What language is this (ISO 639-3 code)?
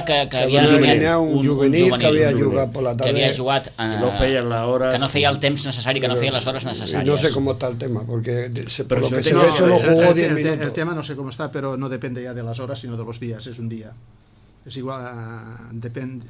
cat